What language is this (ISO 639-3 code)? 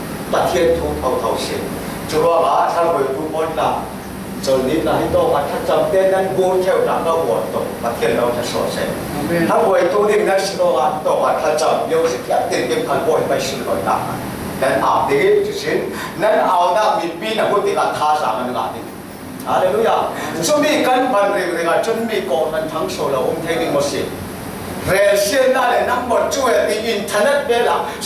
cfm